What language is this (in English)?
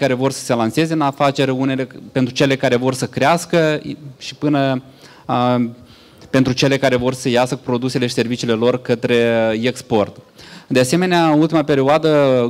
Romanian